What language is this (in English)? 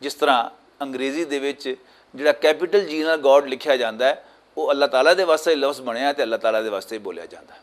Western Panjabi